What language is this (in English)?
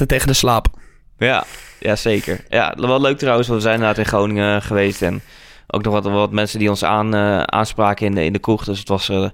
Dutch